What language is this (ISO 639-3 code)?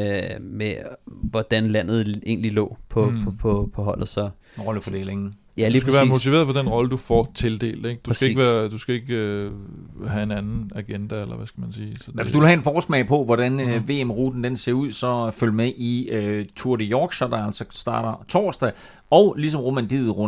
dan